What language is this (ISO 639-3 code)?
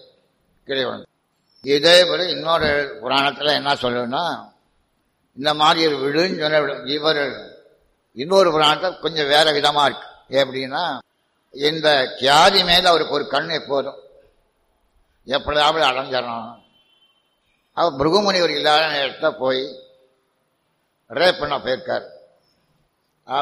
tam